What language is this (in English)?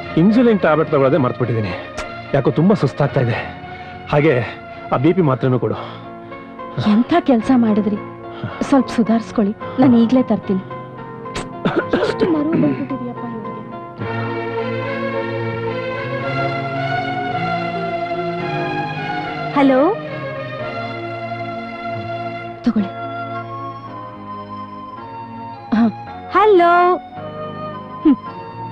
Kannada